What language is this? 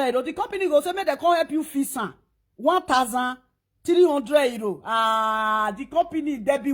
Nigerian Pidgin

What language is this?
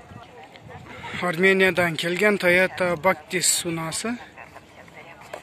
Kyrgyz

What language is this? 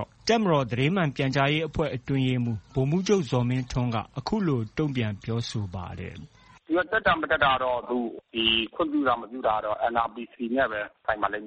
Burmese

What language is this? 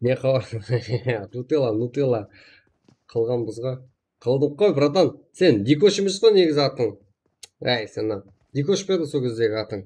Kara-Kalpak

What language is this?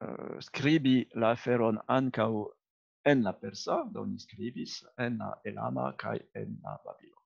Esperanto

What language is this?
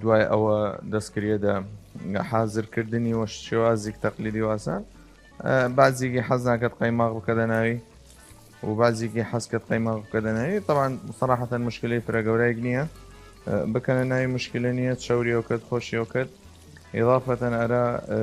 Southern Kurdish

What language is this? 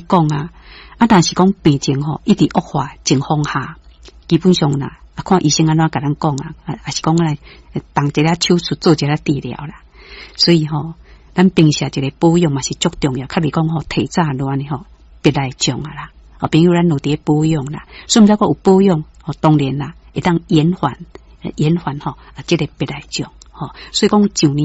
Min Nan Chinese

